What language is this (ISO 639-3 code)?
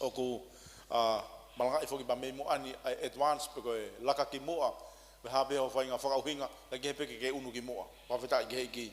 ton